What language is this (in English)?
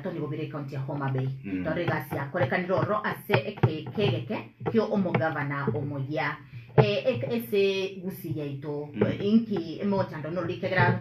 Gusii